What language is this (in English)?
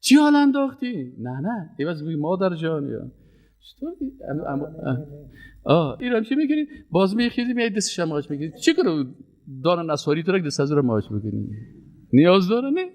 Persian